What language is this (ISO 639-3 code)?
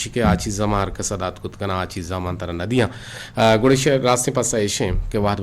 bgp